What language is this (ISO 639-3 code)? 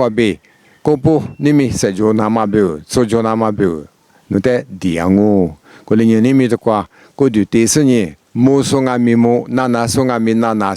lis